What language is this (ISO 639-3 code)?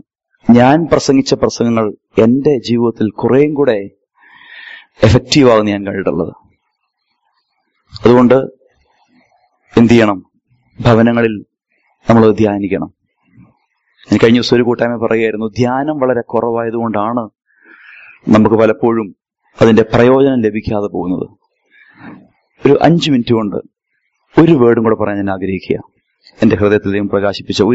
mal